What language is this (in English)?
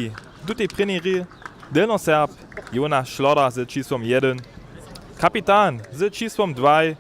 Upper Sorbian